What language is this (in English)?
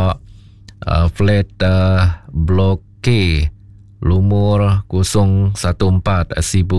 Iban